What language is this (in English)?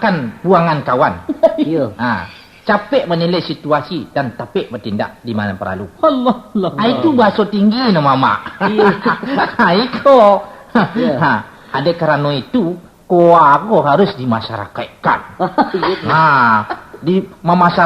Minangkabau